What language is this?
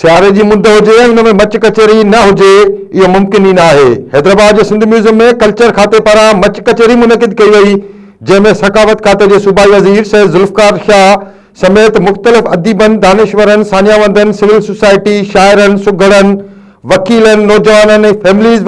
Sindhi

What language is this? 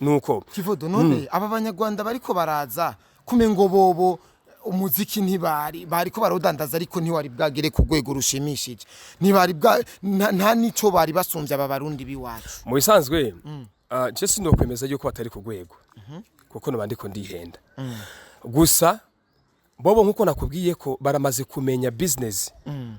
Rundi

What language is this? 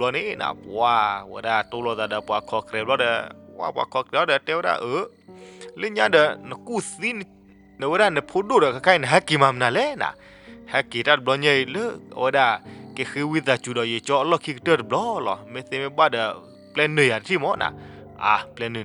S'gaw Karen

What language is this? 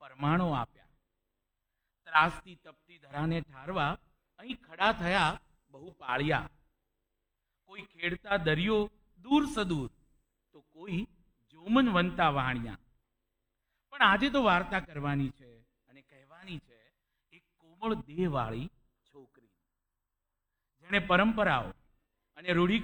Gujarati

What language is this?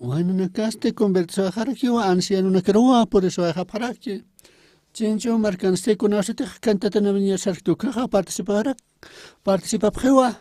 Aymara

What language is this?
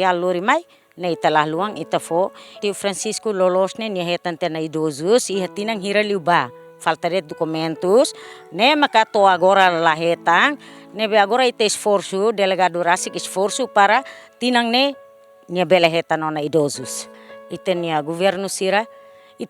Tetum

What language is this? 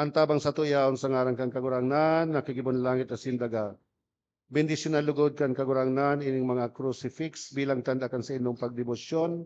Bikol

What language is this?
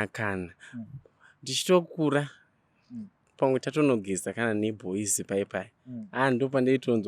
Shona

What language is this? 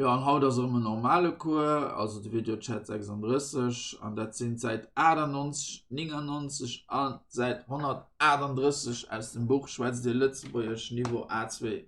Luxembourgish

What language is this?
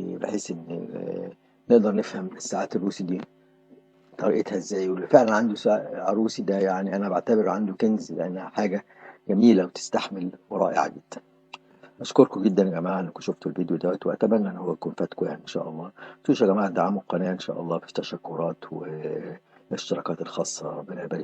Egyptian Arabic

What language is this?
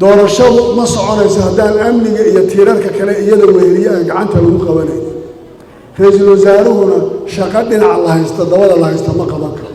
Somali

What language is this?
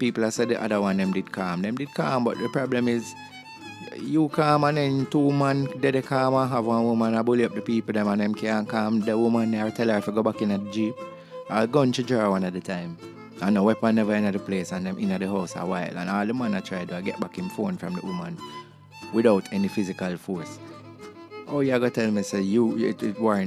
Jamaican Creole English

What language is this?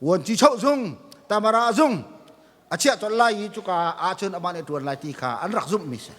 Hakha Chin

